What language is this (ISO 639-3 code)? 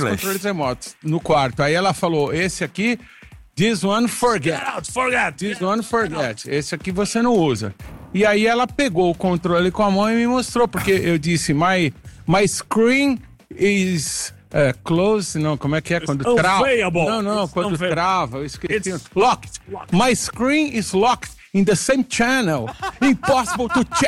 por